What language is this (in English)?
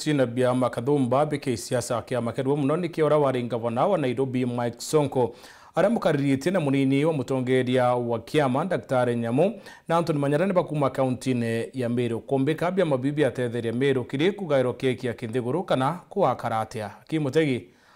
Meru